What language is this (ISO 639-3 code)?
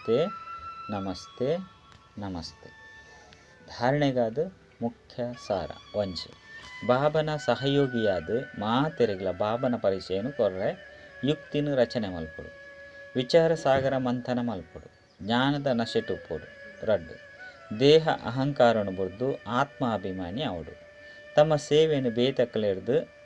tcy